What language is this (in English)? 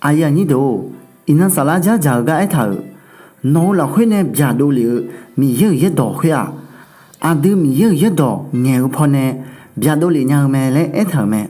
Akha